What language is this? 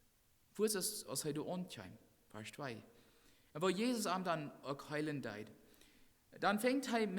Plautdietsch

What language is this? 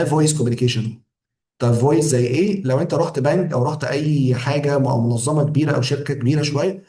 Egyptian Arabic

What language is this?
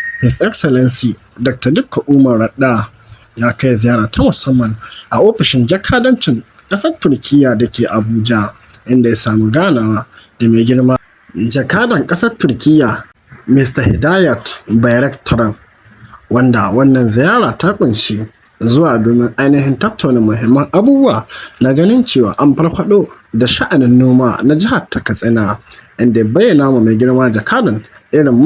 Hausa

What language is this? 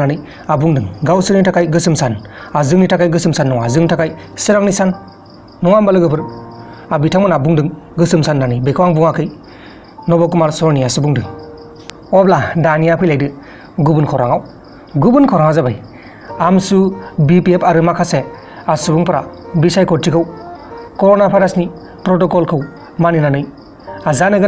Bodo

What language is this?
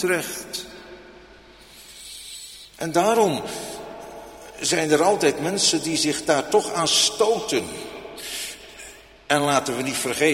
Dutch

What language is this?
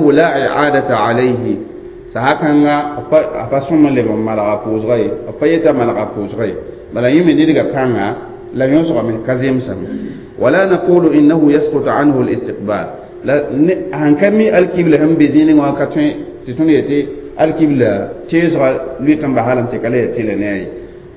Mossi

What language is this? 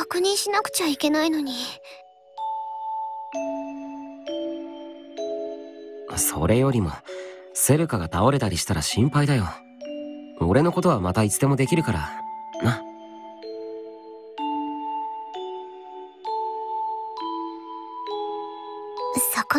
Japanese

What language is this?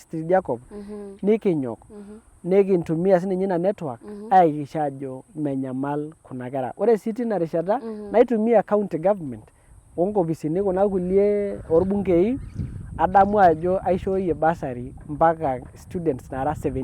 Masai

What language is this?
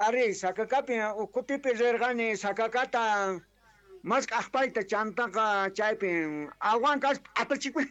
South Bolivian Quechua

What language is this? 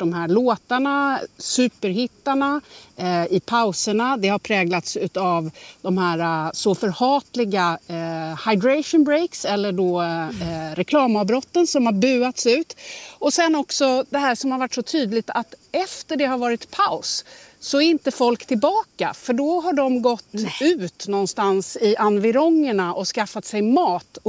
Swedish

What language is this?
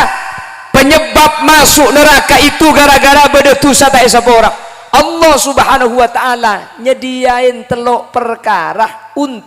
Madurese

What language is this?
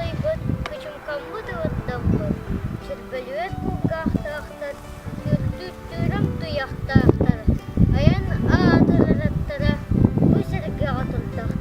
Yakut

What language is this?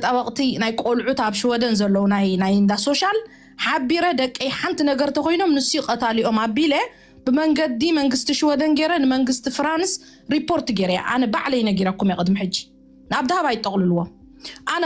Tigrinya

